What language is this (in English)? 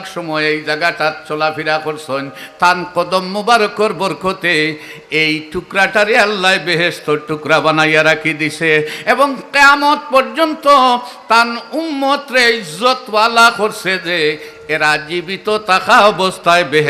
Sylheti